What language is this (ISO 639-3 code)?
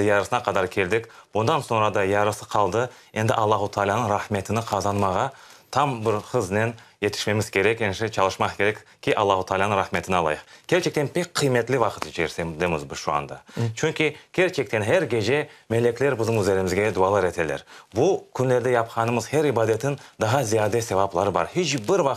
crh